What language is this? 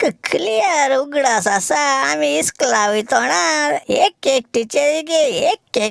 Konkani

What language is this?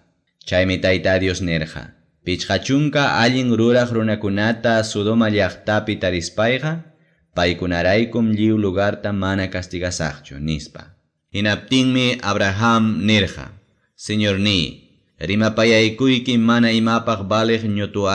Ayacucho Quechua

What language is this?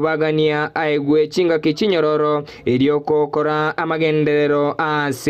Gusii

